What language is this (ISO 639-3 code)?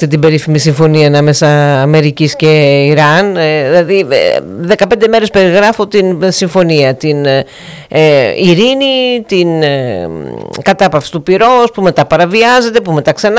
ell